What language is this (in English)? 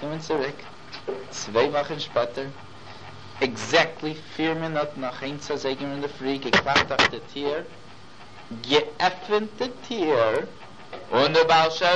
Yiddish